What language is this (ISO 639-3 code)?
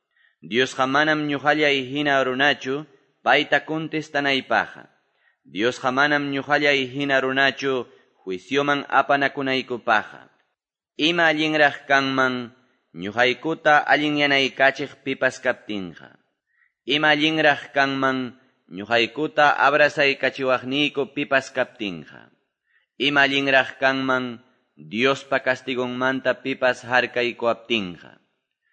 que